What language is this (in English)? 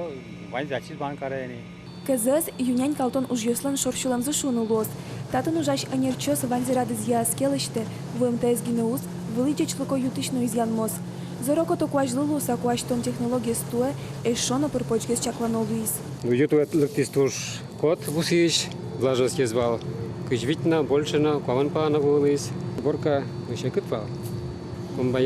Udmurt